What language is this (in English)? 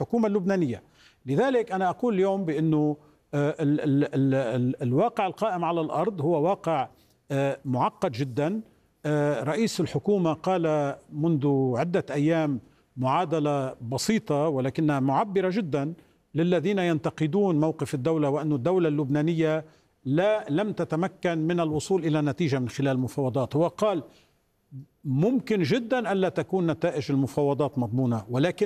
Arabic